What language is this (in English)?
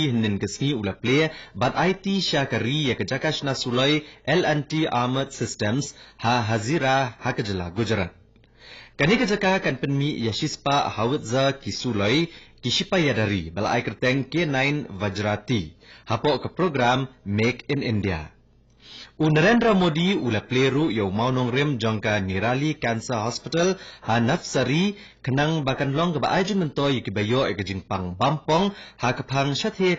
Khasi